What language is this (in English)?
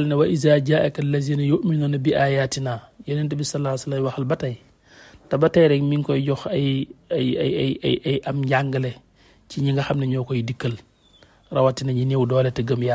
Wolof